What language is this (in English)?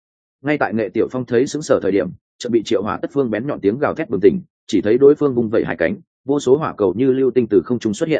Vietnamese